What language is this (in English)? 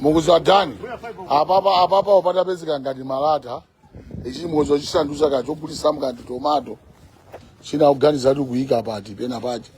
Nyanja